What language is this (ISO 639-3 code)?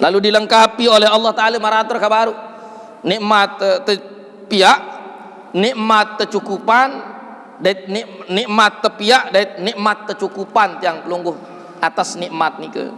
sas